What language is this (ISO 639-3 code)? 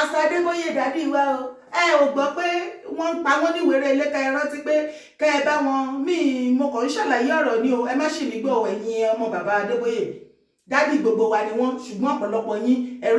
yor